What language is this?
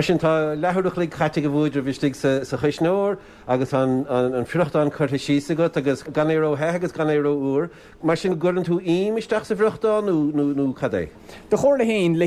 Irish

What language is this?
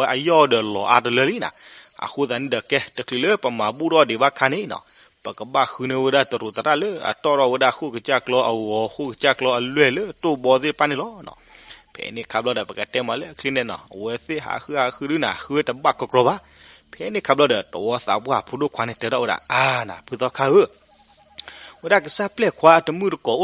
S'gaw Karen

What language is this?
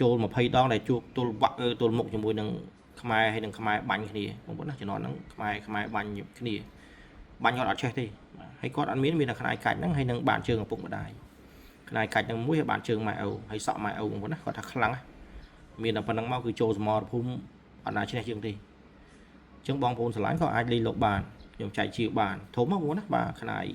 Khmer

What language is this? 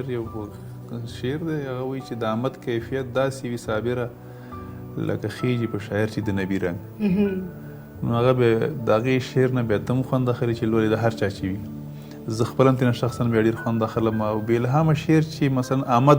Pashto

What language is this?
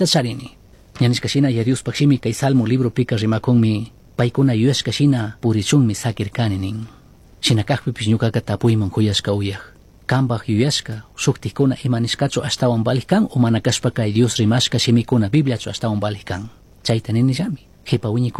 Chimborazo Highland Quichua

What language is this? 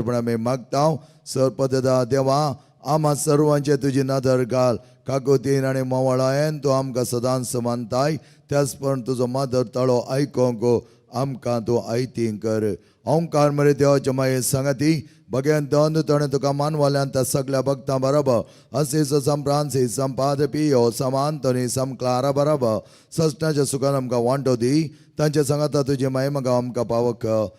Konkani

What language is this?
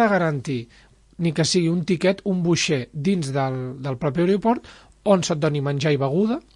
Catalan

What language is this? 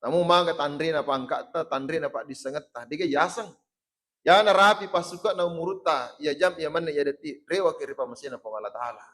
Buginese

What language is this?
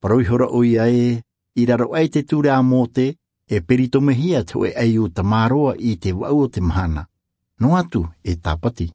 Tahitian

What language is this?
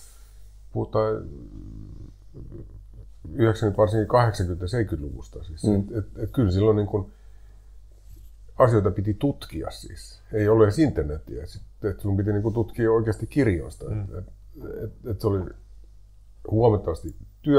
Finnish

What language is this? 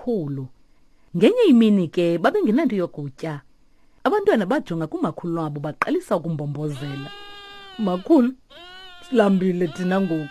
Xhosa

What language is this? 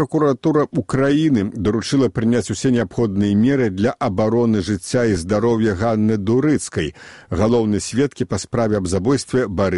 Belarusian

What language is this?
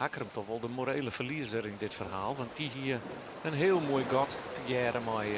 Western Frisian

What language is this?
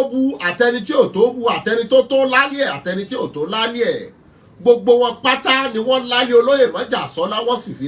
Yoruba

